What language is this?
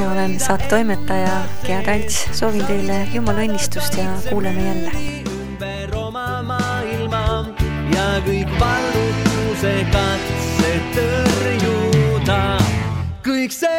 Estonian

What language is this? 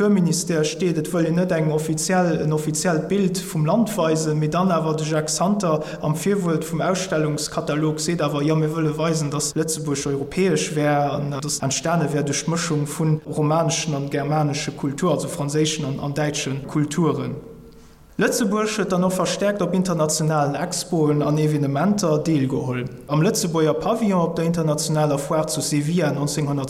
Luxembourgish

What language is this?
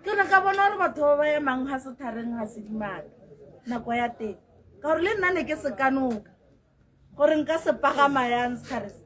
Tswana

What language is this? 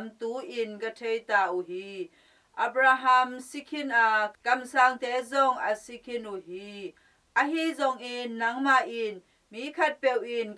Tedim Chin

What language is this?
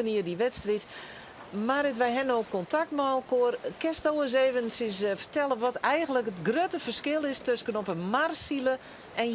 Western Frisian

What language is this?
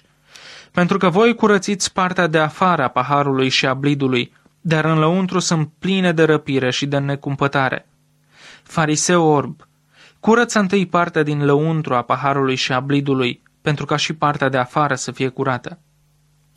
Romanian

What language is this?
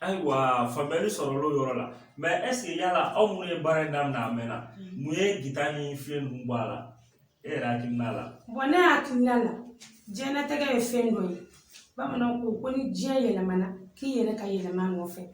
Bambara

